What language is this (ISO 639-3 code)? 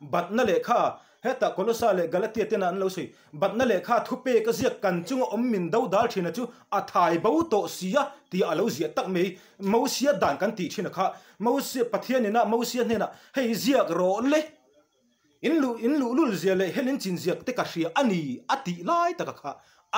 lus